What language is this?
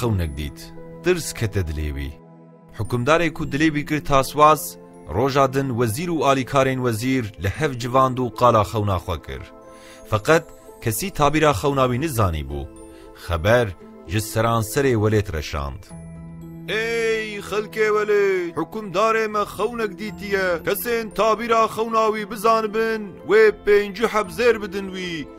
Kurdish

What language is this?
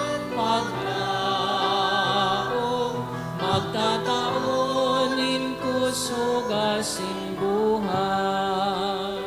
Bikol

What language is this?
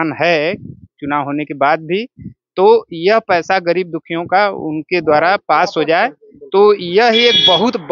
Hindi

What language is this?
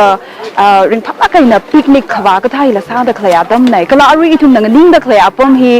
Tangkhul Naga (India)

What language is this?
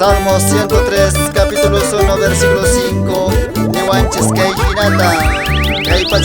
Quechua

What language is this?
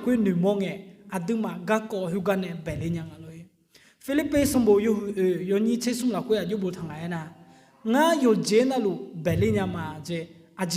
Akha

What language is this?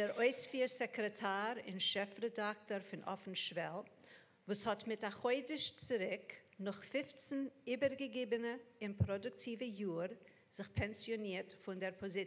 Yiddish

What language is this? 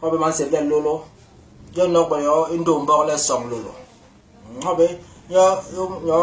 Basaa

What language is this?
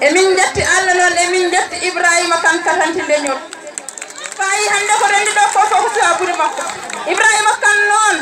Fula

